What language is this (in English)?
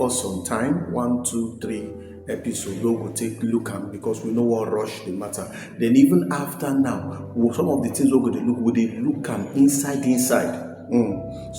Nigerian Pidgin